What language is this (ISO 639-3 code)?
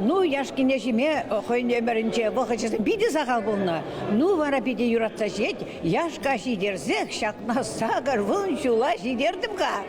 chv